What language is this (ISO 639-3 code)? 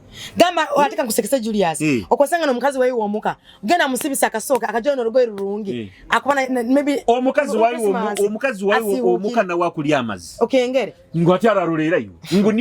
nyo